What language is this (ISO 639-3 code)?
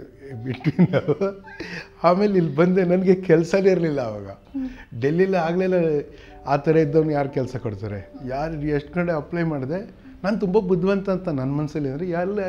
kan